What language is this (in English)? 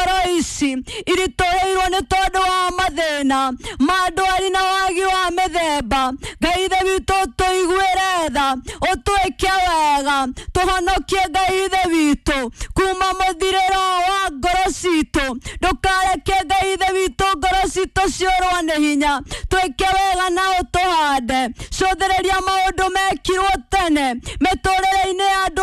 Kikuyu